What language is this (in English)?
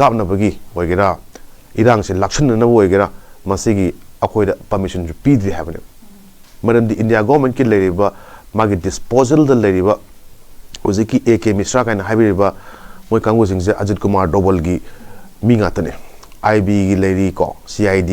Manipuri